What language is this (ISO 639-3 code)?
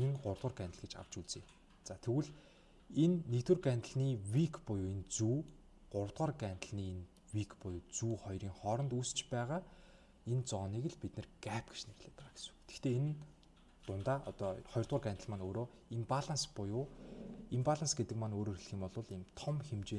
mon